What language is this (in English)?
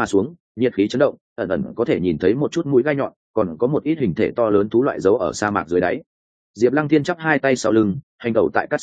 Vietnamese